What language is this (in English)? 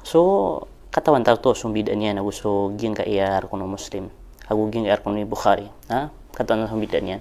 Maranao